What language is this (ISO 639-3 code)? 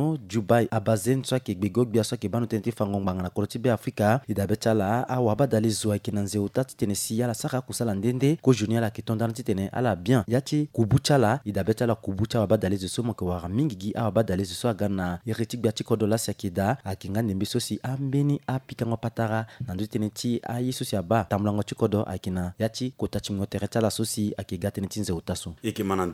sag